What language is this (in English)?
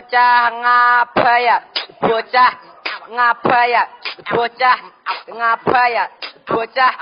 Betawi